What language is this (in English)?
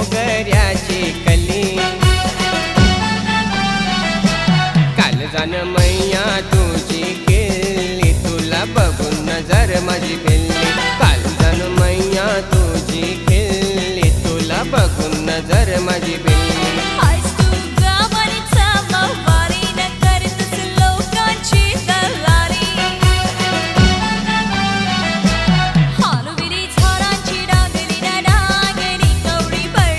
Marathi